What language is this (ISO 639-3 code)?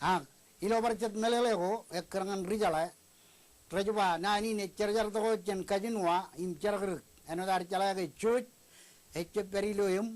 mah